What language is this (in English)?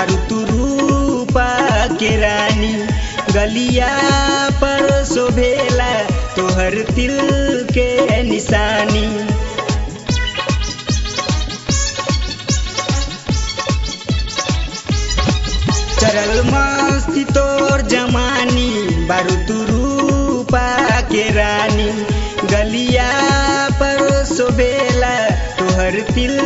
Bhojpuri